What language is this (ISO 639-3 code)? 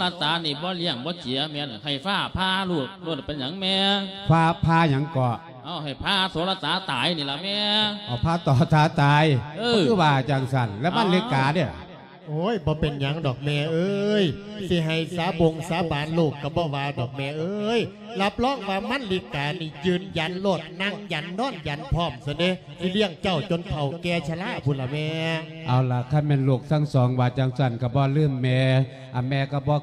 lao